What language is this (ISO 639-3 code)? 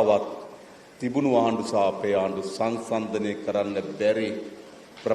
sin